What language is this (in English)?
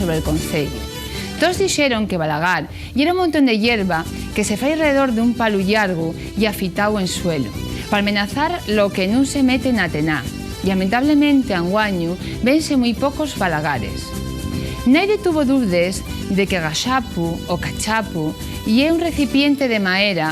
Asturian